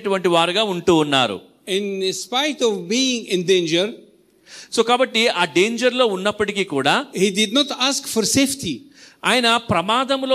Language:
Telugu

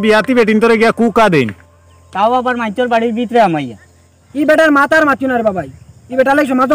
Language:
Sylheti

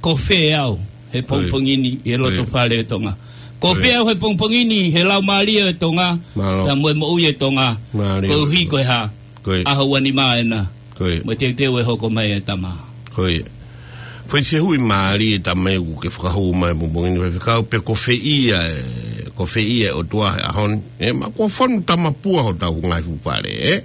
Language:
Tongan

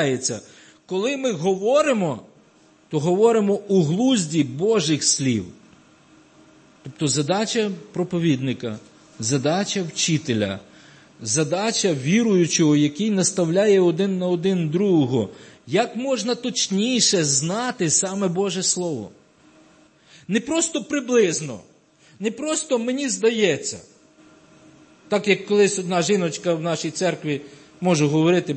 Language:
Ukrainian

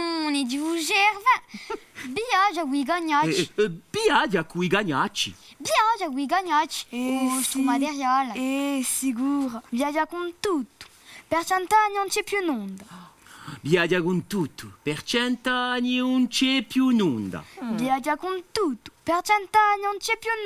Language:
Corsican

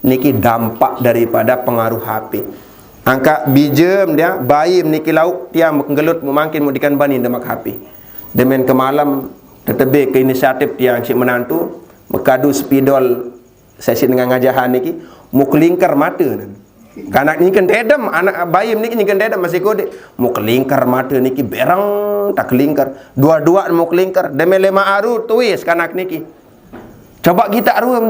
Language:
Sasak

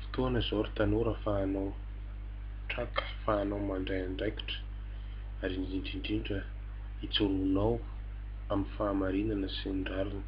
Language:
Malagasy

